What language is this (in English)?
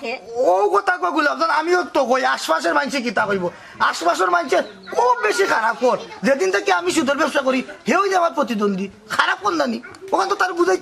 Sylheti